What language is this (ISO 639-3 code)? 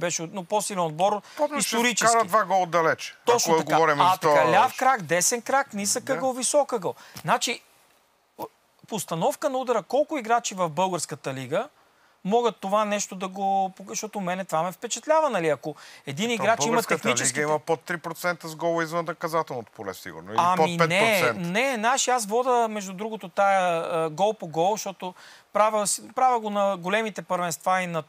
bul